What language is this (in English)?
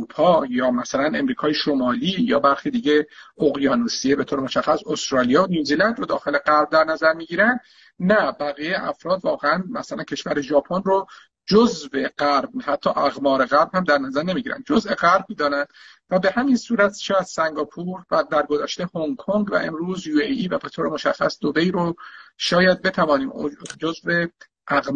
Persian